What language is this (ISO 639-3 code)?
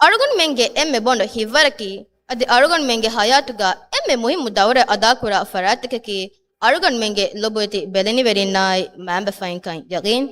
div